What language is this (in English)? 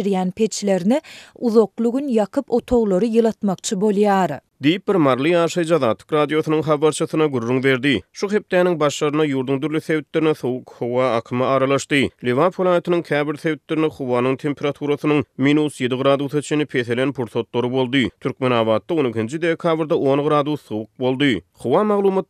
Turkmen